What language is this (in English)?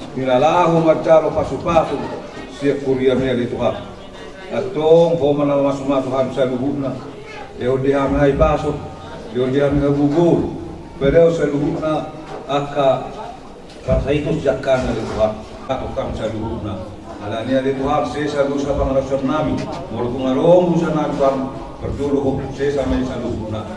Batak Toba